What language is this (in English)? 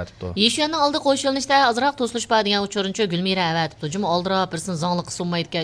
Uyghur